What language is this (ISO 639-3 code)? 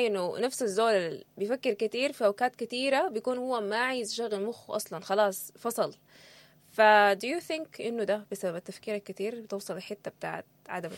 apd